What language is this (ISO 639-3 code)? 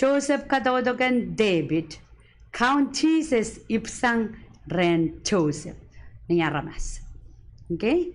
pon